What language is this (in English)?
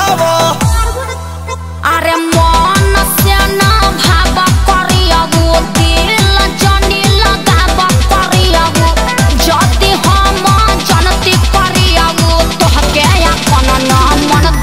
Bhojpuri